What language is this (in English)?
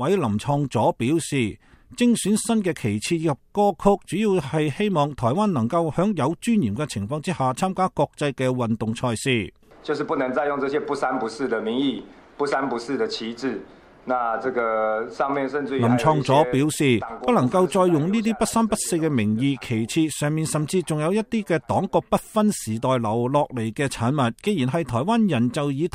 Cantonese